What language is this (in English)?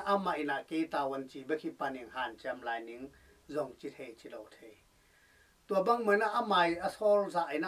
Tedim Chin